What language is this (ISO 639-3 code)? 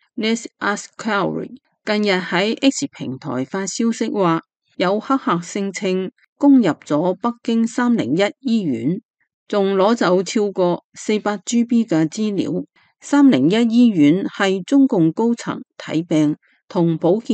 yue